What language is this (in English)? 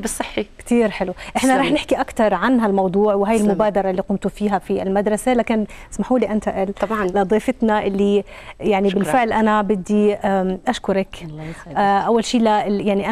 South Levantine Arabic